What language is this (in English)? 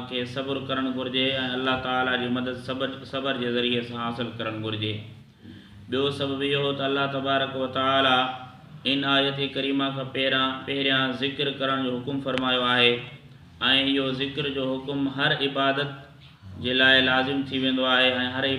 Sindhi